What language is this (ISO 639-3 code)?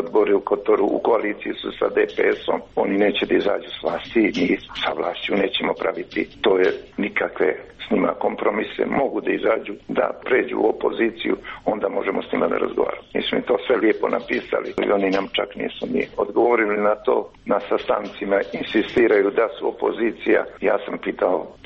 srp